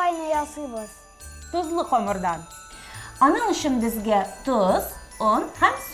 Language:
Tatar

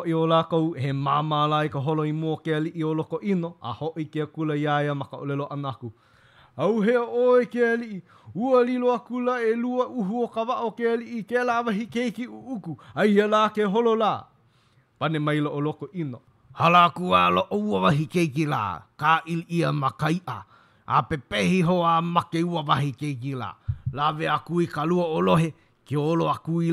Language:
Hawaiian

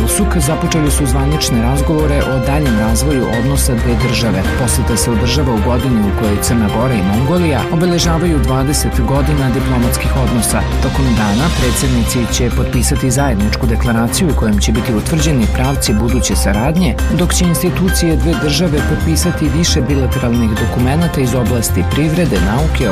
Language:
Serbian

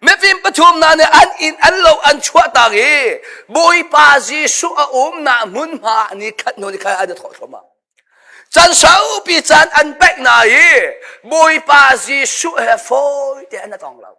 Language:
Hakha Chin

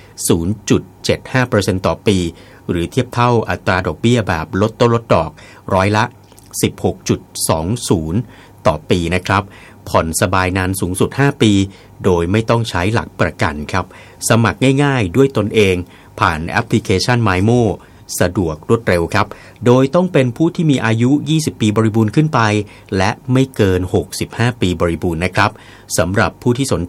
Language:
Thai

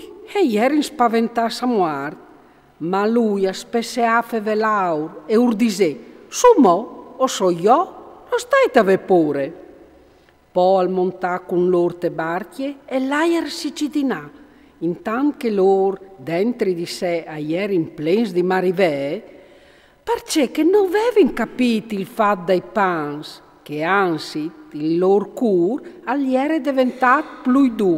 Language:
Friulian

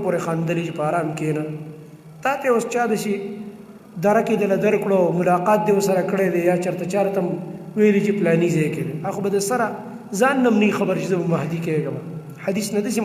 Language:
Pashto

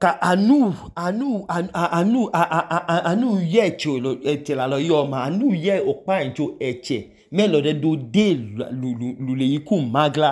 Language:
Idoma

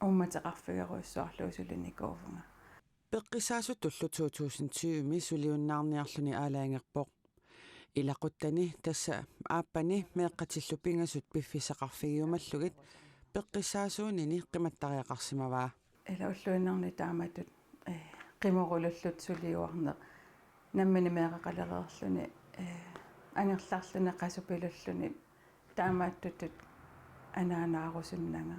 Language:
Kalaallisut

